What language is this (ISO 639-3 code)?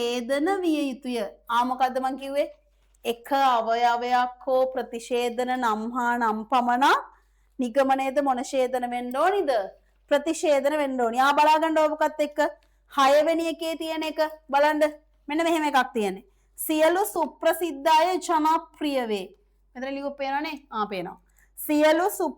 sin